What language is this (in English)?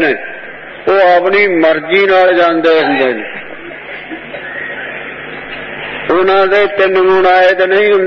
Punjabi